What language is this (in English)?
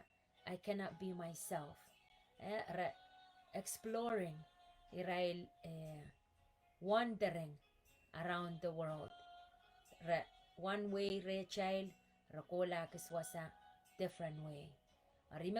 Pohnpeian